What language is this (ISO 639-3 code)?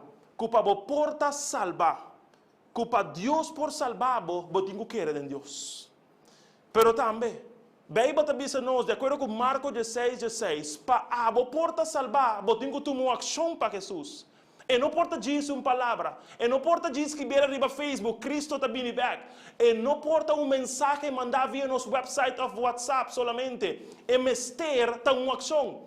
pap